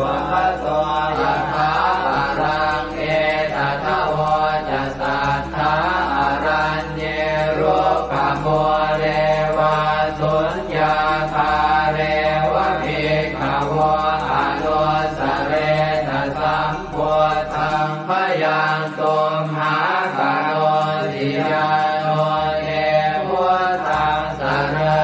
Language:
Pali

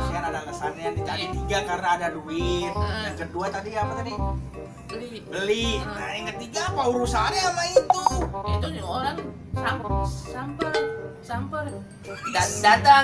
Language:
Betawi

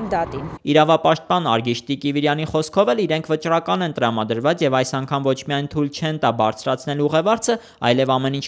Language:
Armenian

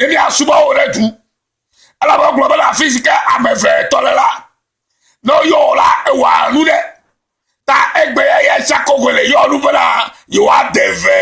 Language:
Ewe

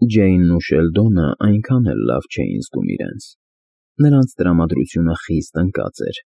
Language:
Armenian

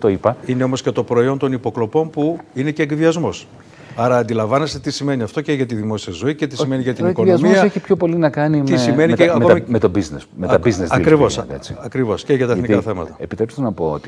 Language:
Greek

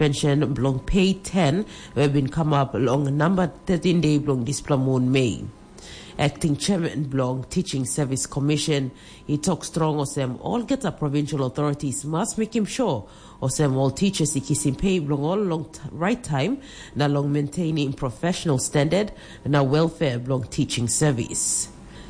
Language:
Tok Pisin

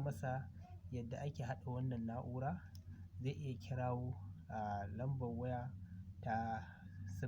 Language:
Hausa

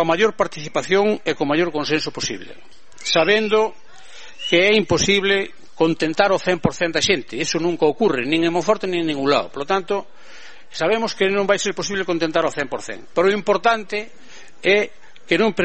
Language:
Galician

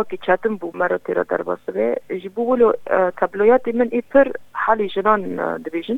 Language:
Kurdish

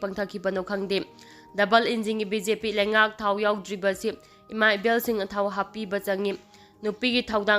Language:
Manipuri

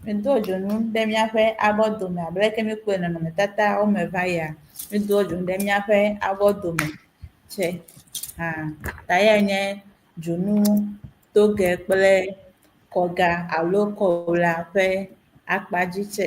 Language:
Ewe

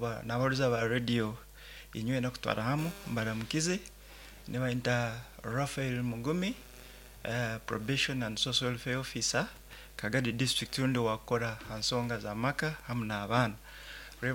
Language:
Nyoro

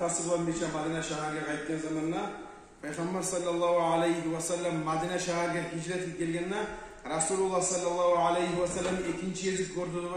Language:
Kumyk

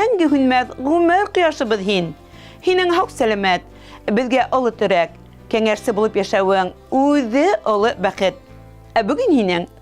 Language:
Bashkir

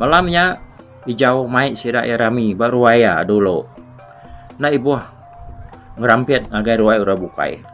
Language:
Iban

